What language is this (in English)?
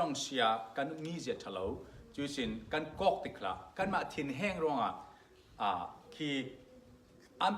Falam Chin